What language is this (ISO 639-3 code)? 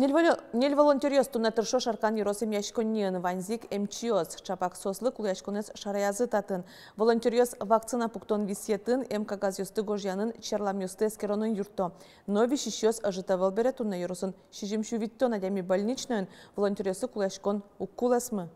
udm